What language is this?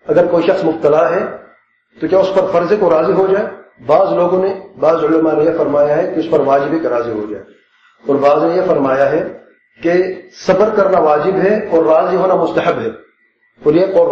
Urdu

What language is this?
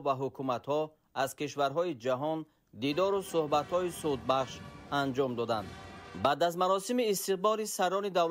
Tajik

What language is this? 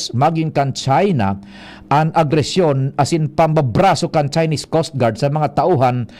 Bikol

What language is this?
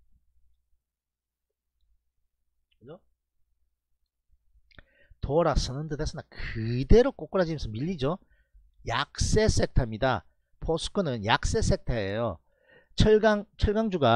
Korean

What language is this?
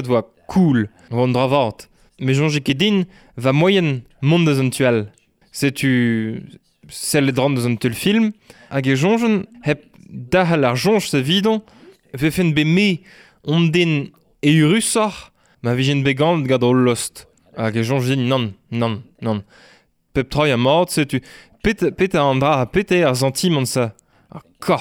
Breton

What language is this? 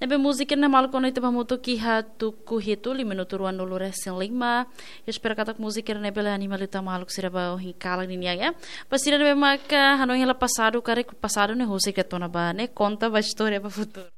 Tetum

